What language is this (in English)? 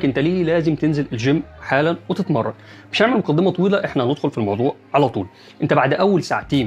Egyptian Arabic